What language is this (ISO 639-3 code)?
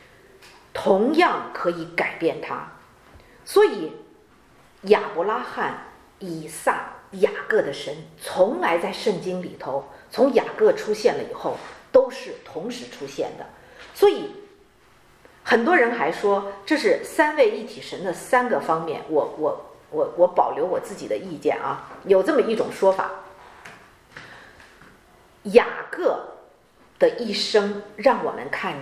zho